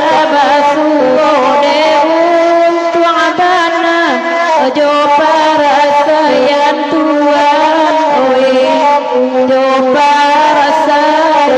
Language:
Minangkabau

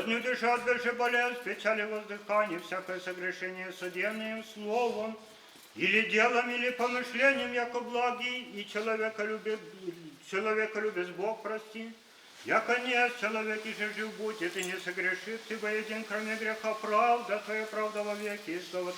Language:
Chuvash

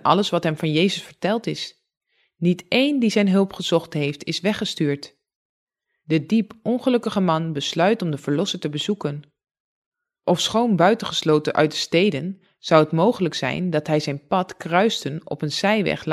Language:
Dutch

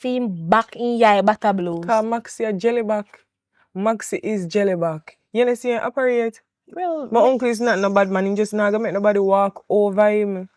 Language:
Jamaican Creole English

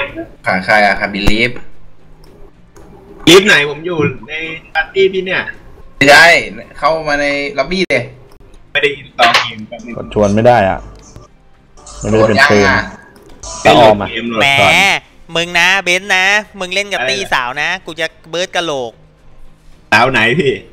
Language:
Thai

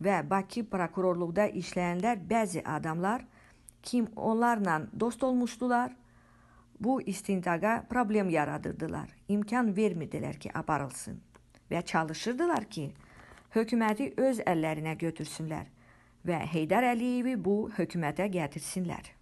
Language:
Azerbaijani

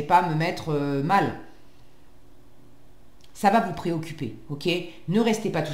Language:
French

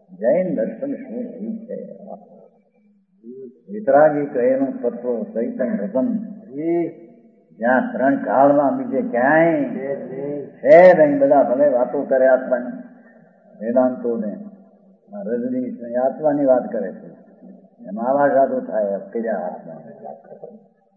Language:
Gujarati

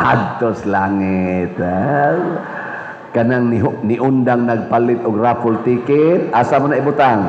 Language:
Cebuano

